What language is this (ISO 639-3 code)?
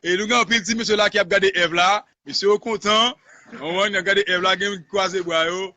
hat